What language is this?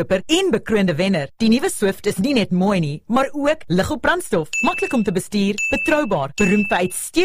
Afrikaans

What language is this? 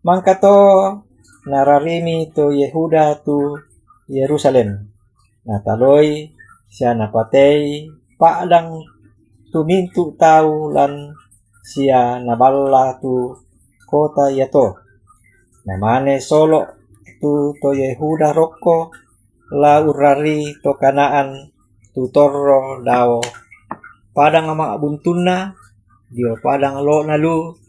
Toraja-Sa'dan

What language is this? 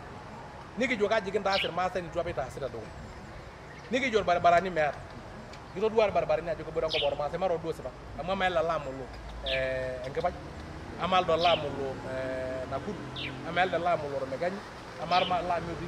Masai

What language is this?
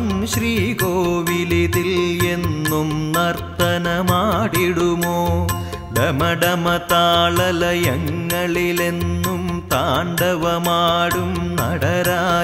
Malayalam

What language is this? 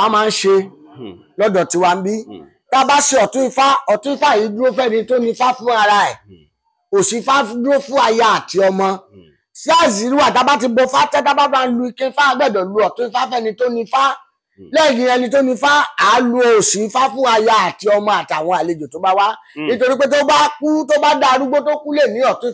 Yoruba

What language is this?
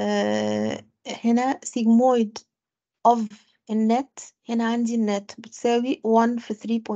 Egyptian Arabic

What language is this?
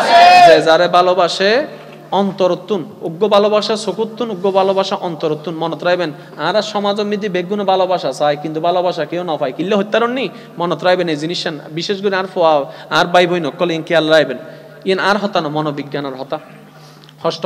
Bangla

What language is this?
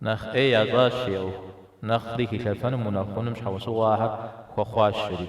Kabardian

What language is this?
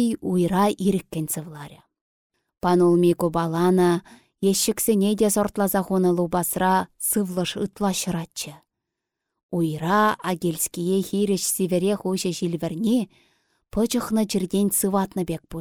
Chuvash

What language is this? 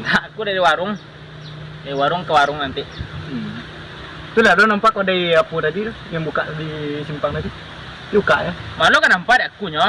Minangkabau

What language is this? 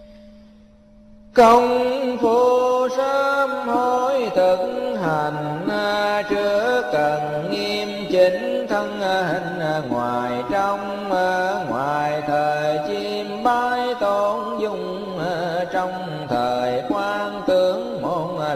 Vietnamese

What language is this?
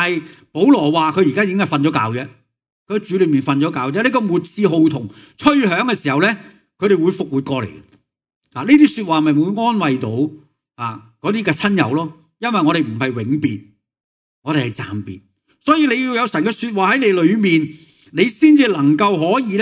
Cantonese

